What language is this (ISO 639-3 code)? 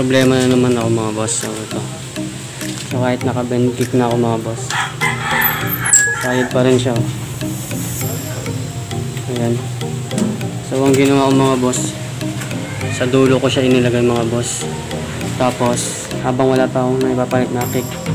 fil